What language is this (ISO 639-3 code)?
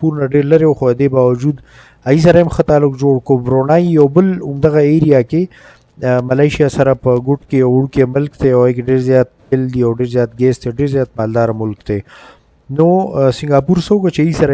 pus